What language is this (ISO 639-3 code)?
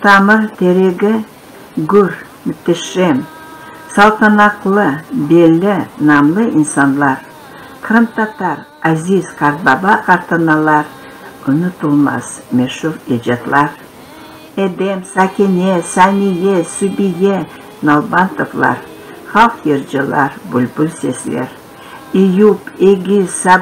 crh